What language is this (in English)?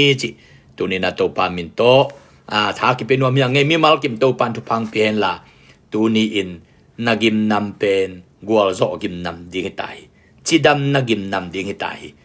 Tedim Chin